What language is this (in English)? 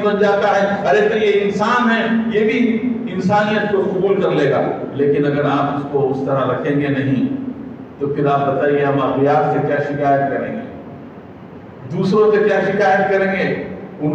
Urdu